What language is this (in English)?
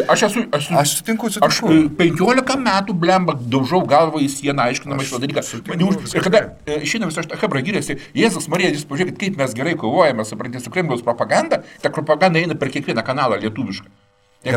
Lithuanian